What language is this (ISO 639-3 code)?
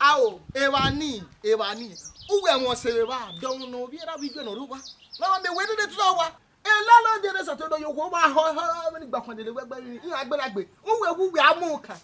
bin